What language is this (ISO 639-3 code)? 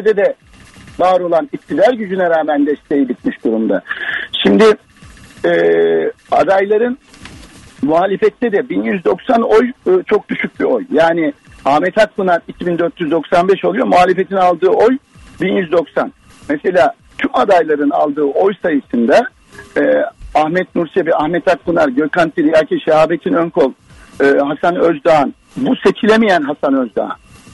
tur